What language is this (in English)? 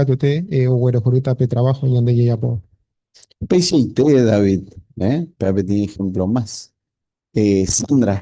Guarani